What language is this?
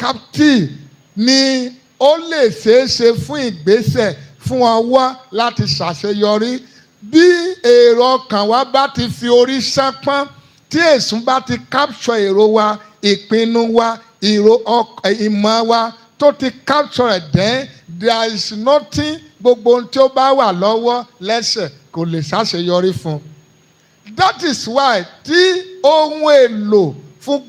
Yoruba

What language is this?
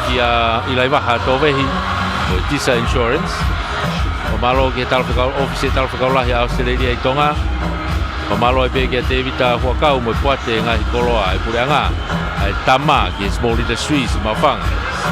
Tongan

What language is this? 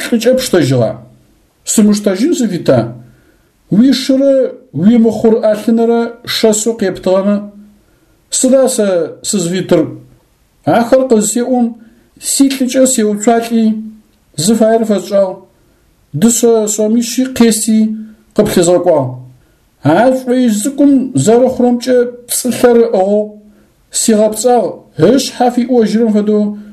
Adyghe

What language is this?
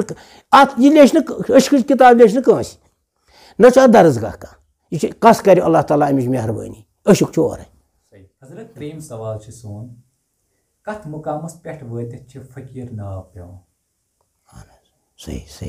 Kashmiri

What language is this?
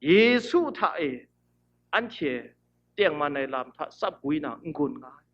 Kachin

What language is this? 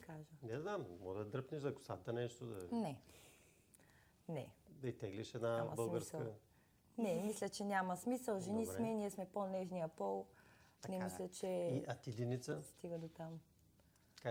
Bulgarian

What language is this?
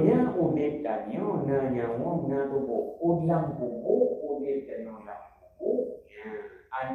Achinese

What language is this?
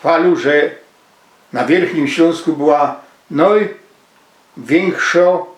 Silesian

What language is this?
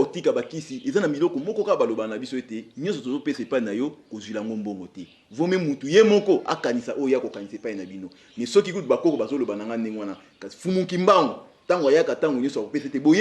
Lingala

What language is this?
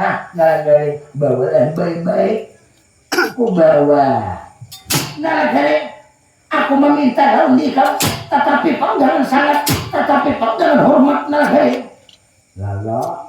Banjar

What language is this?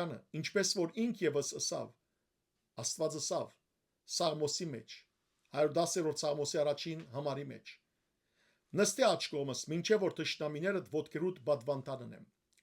Western Armenian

